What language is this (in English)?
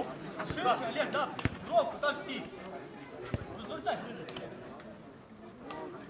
Ukrainian